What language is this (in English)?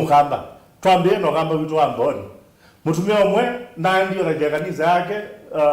Kamba